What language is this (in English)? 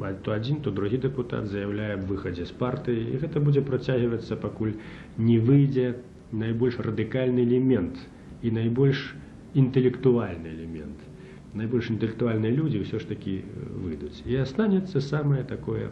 Belarusian